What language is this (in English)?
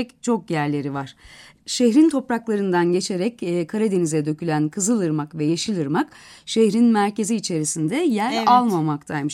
Turkish